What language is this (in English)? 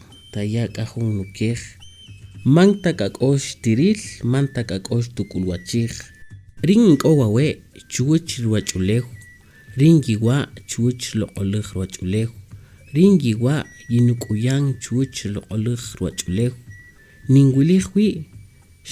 Kaqchikel